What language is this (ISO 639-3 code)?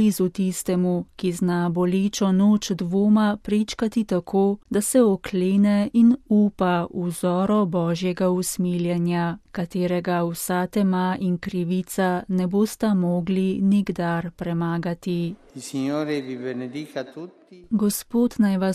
slv